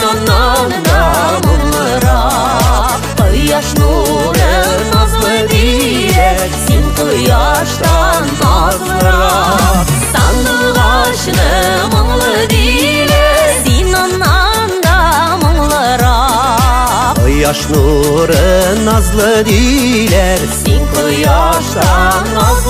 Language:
Bashkir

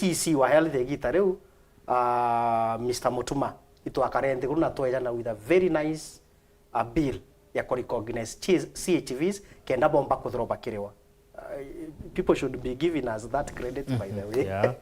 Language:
Meru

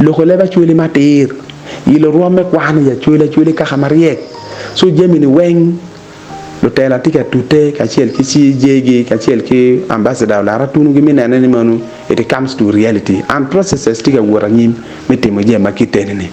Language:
Acoli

